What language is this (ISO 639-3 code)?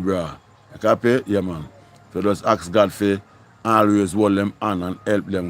jam